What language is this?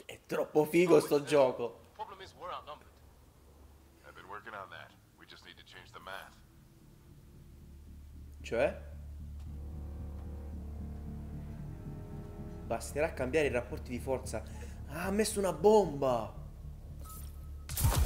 Italian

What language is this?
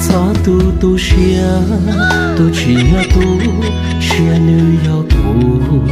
Hmong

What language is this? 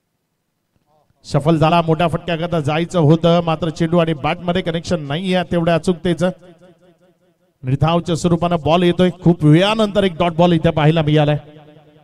Marathi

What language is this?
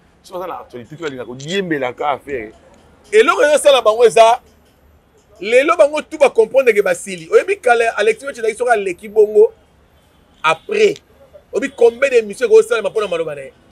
Lingala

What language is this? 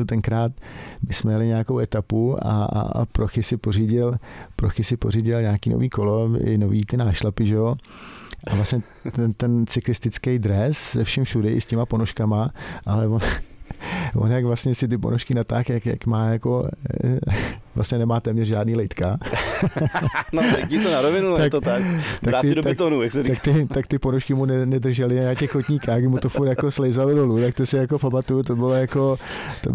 Czech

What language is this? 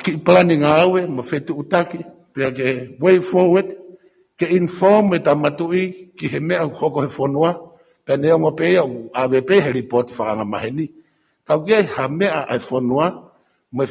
Tongan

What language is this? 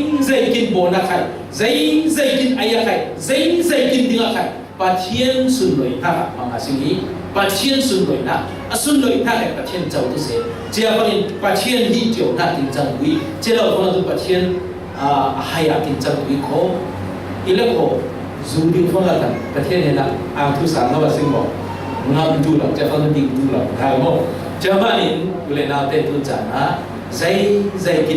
Falam Chin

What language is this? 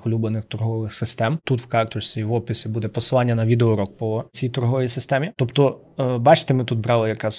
Ukrainian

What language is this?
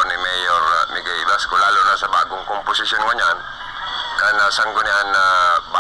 Bikol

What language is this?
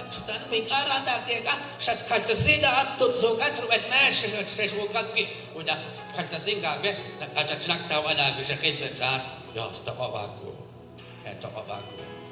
Kekchí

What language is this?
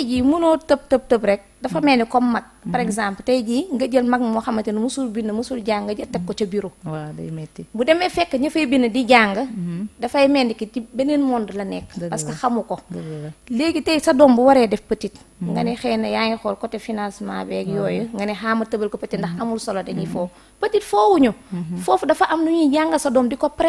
Wolof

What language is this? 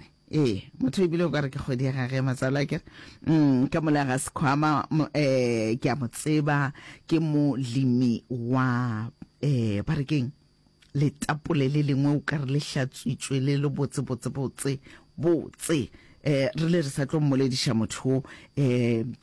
Northern Sotho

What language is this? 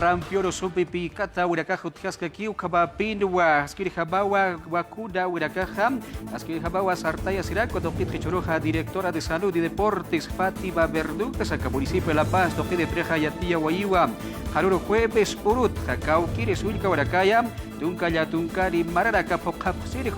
Aymara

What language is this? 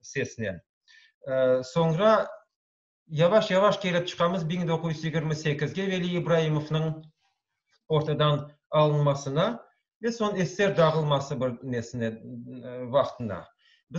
Crimean Tatar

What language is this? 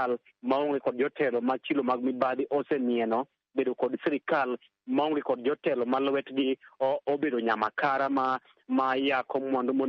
Luo (Kenya and Tanzania)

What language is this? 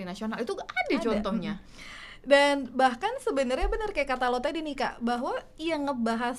Indonesian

